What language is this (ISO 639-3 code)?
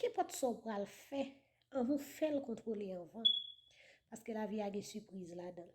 hat